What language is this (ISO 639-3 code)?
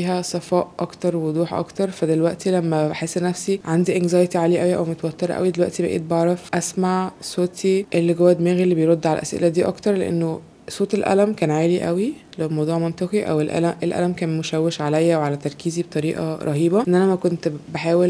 arz